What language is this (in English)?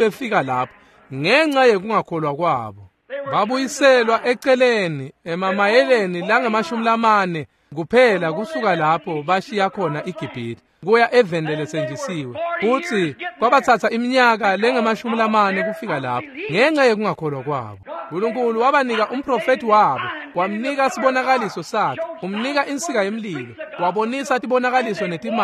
Swati